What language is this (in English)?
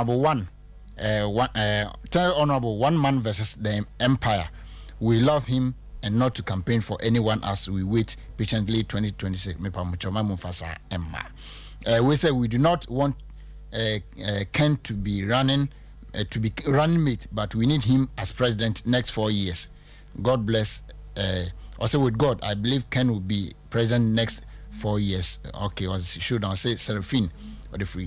Akan